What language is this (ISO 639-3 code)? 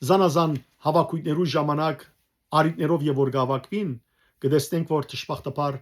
hyw